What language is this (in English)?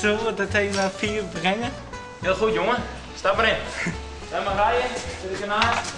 Western Frisian